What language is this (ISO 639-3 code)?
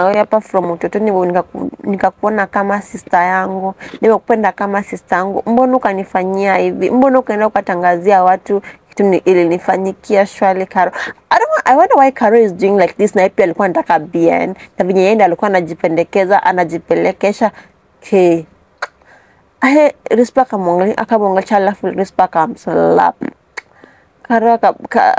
swa